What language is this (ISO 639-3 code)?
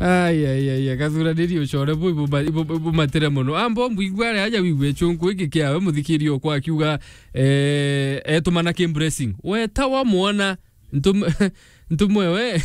mer